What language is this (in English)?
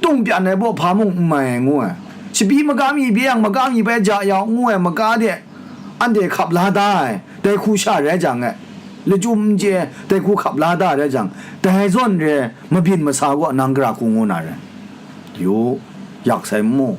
Kachin